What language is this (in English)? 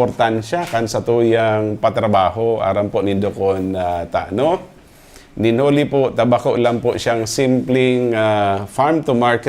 Bikol